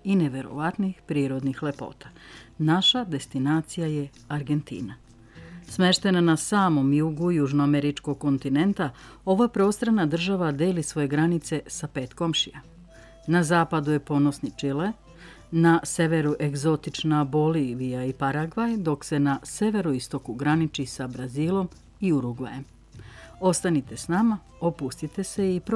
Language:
Serbian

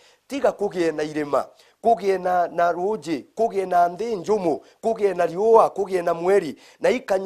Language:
Meru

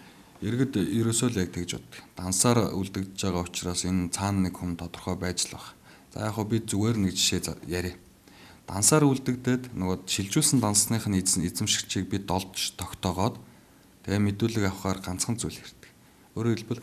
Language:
Mongolian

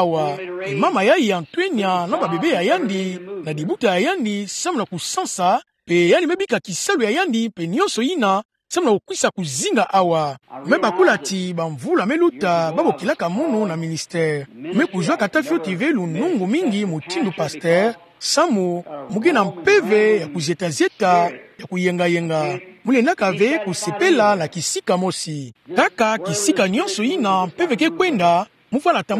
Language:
Kituba (Democratic Republic of Congo)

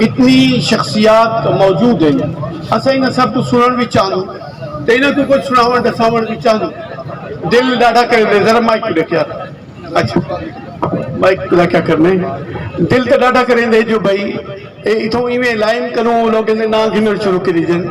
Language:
Saraiki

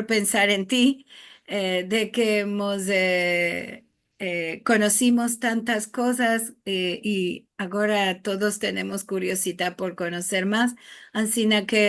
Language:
Ladino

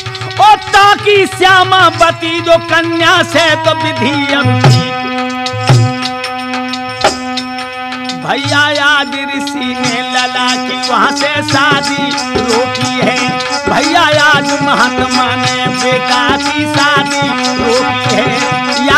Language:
Hindi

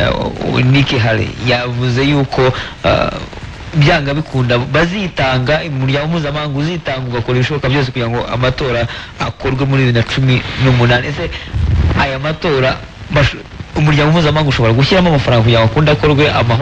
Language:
Kinyarwanda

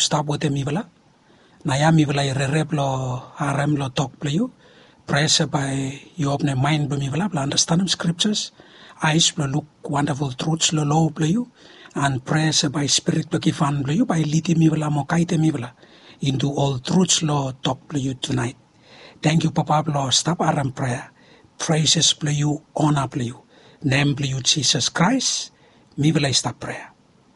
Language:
Bislama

